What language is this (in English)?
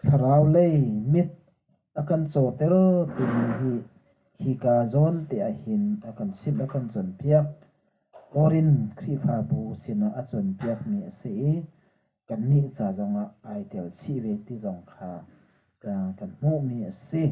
Hakha Chin